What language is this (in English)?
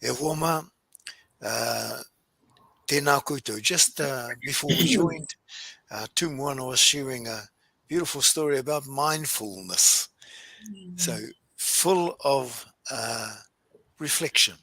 Māori